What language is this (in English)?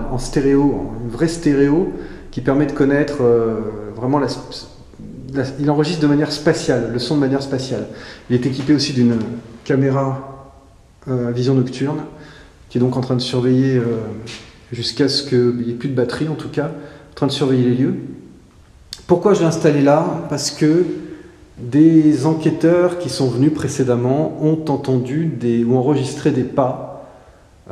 French